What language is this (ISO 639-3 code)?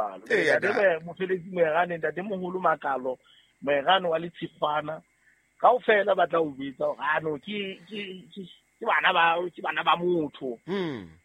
sot